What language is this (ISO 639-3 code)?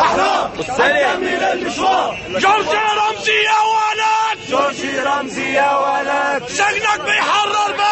arz